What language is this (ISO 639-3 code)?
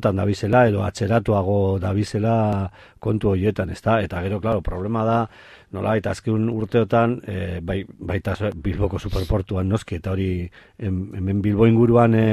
eus